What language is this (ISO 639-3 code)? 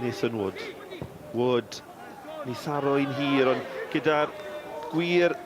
cym